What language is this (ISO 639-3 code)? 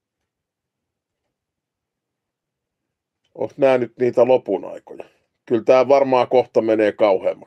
fin